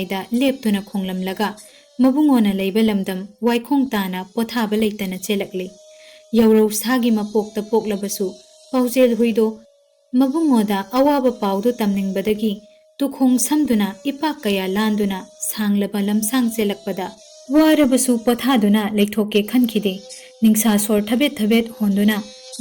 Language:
Manipuri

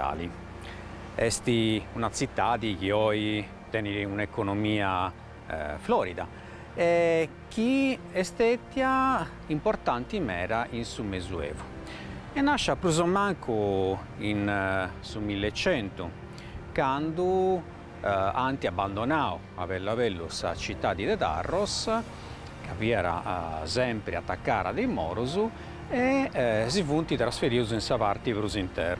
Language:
Sardinian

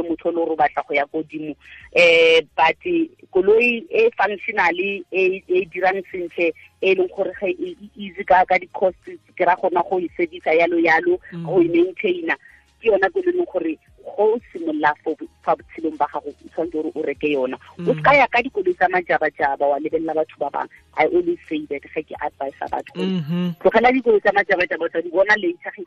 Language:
Tswana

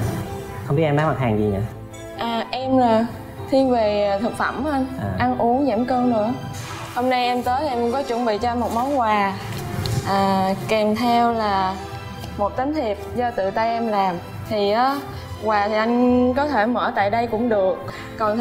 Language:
Vietnamese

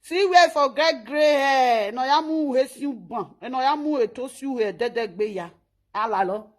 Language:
Nigerian Pidgin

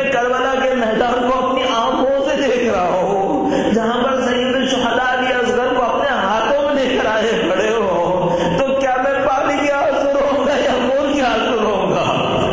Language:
Urdu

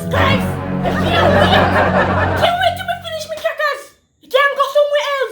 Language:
Jamaican Creole English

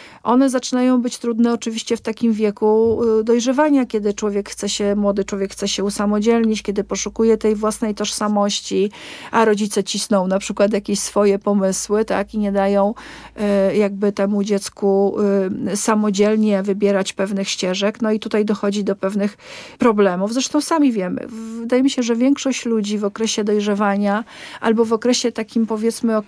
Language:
Polish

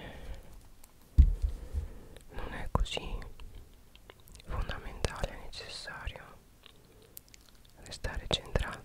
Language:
Italian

